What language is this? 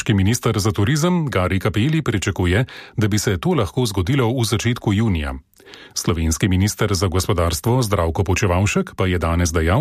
Slovenian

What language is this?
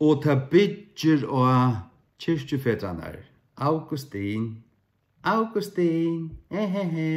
Faroese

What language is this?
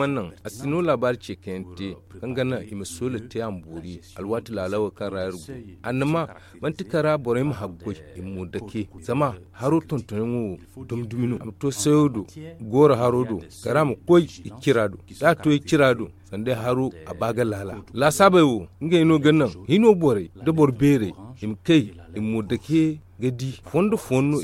Zarma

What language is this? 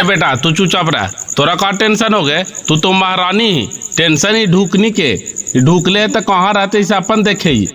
Magahi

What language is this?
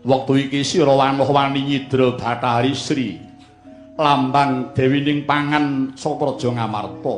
Javanese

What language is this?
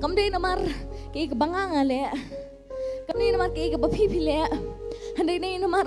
Khasi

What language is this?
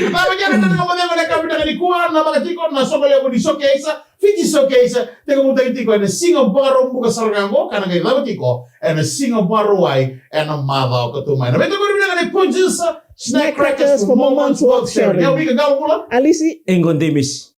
Fijian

